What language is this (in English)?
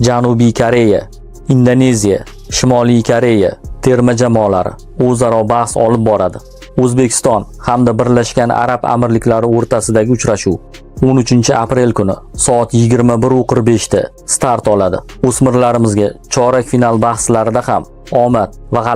Uzbek